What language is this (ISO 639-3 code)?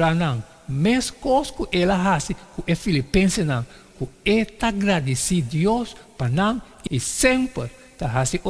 pap